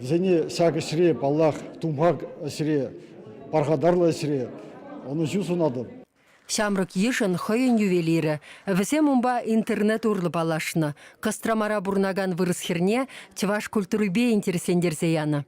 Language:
Chuvash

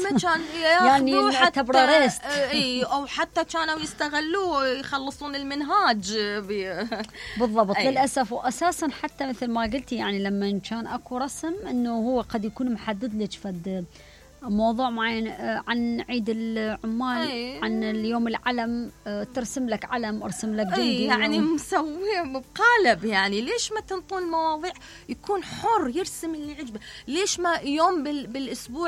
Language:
Mesopotamian Arabic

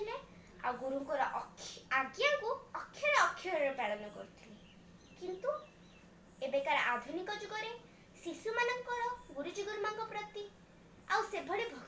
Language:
Odia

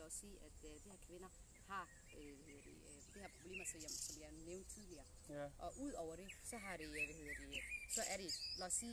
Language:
Danish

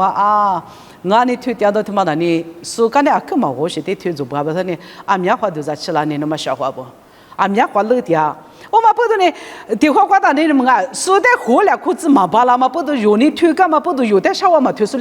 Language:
Lisu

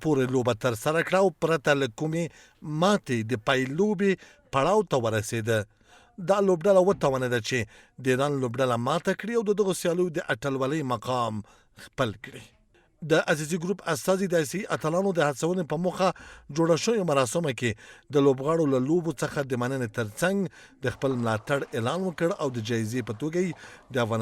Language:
Pashto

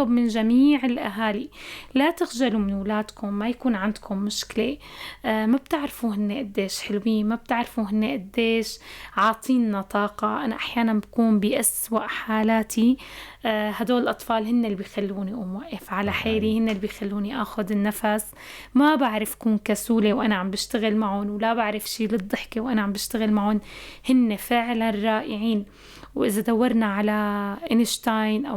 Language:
North Levantine Arabic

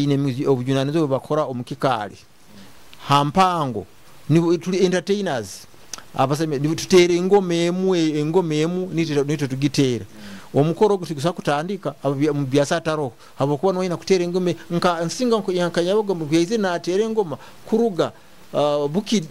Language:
Nyoro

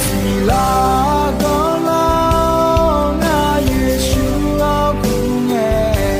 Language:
Akha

